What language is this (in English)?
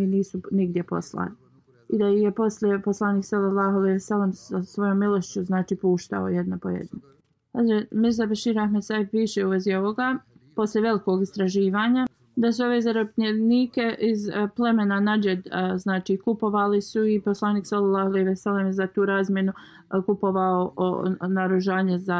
Bosnian